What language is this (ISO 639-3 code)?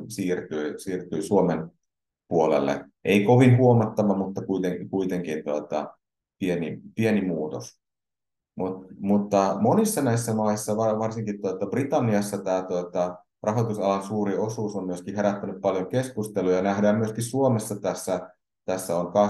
fin